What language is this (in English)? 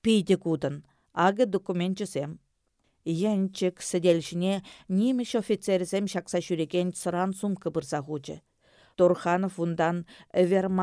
Chuvash